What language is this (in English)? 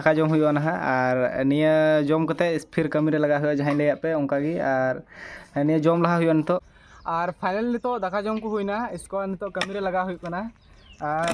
Santali